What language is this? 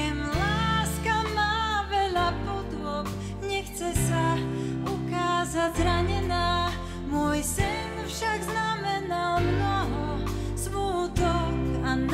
Slovak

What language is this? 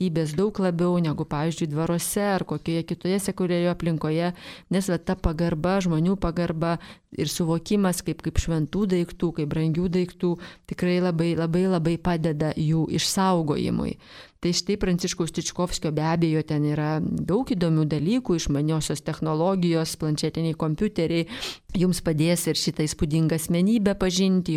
Lithuanian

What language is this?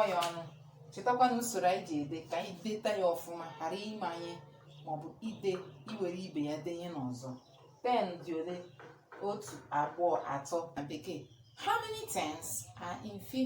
Igbo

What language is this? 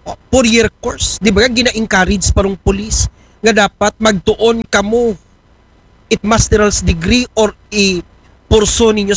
Aklanon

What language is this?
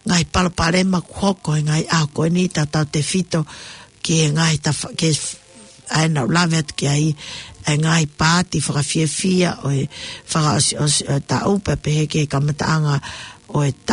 Tongan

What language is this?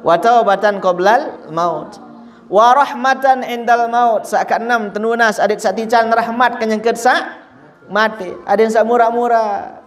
Sasak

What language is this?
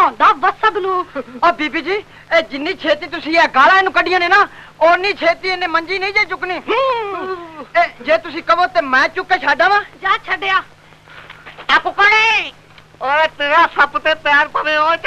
Punjabi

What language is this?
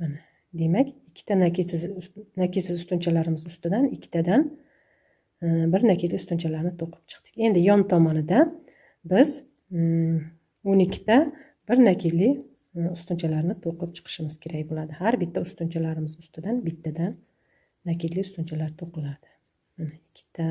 Uzbek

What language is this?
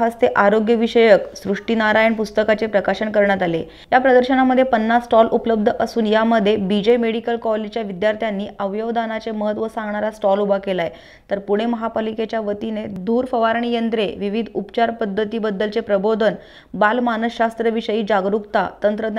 Marathi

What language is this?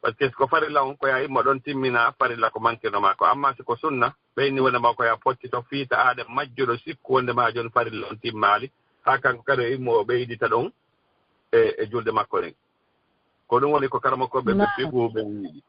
Fula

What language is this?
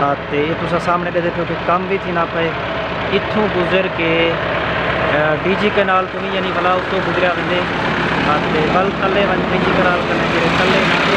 Saraiki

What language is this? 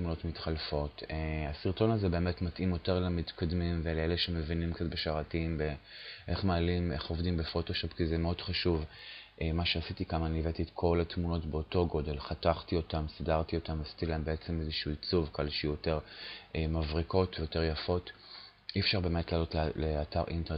Hebrew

